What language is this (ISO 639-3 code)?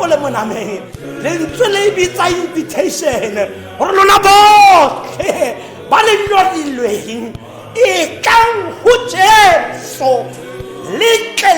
tsn